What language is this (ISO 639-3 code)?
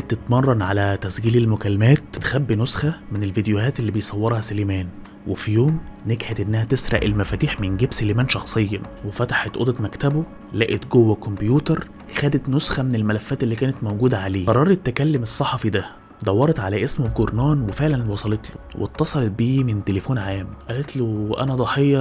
arz